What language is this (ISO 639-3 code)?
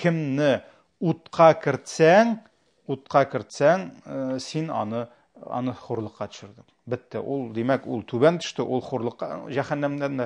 tat